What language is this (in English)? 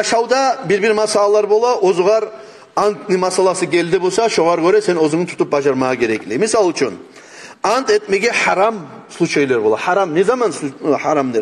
Kumyk